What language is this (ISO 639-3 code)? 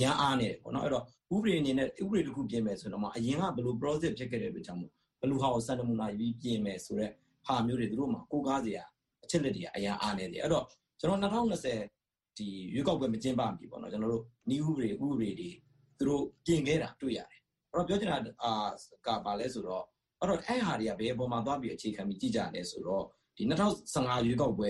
mya